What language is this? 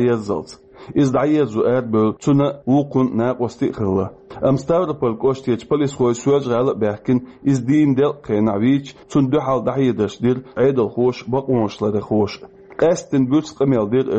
Chechen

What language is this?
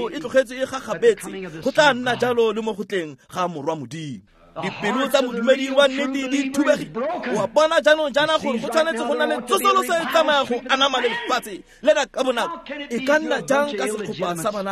Tswana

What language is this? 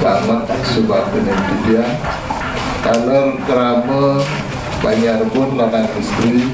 Balinese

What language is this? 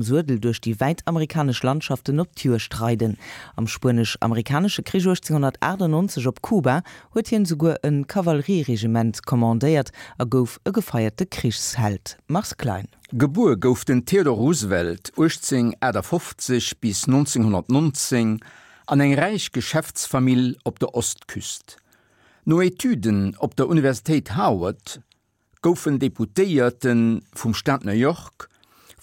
Luxembourgish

